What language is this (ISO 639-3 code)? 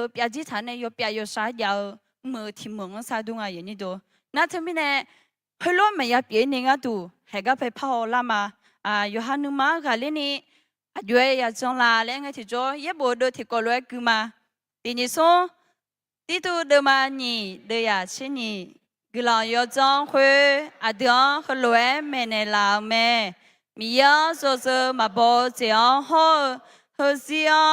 ahk